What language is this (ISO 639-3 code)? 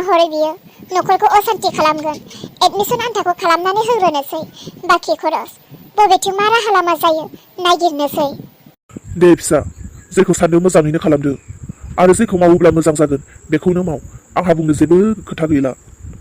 brx